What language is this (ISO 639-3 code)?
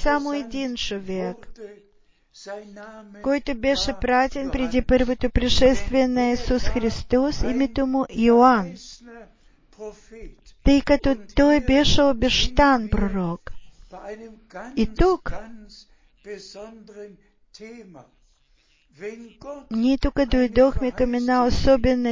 bul